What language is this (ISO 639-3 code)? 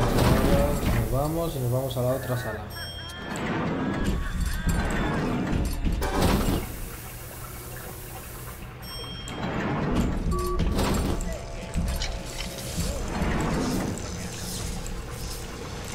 spa